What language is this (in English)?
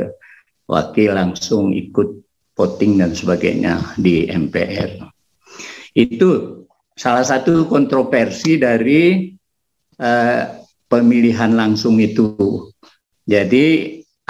Indonesian